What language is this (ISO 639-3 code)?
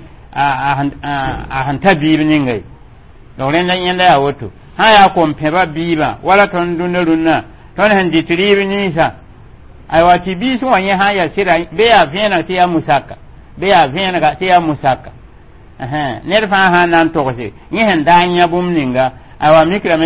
mos